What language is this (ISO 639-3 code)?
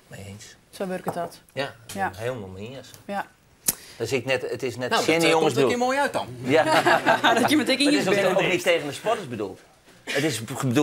fry